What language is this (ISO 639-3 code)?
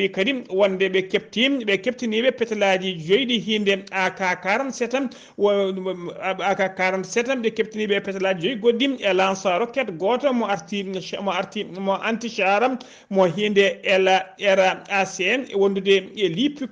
ful